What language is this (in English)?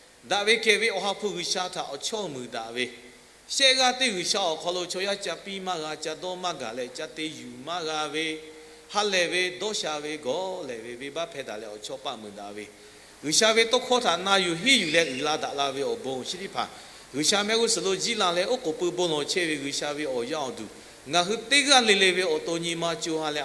Lahu